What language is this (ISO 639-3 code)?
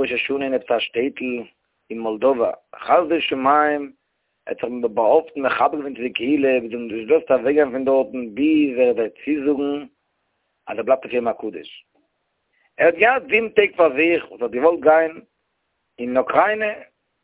yid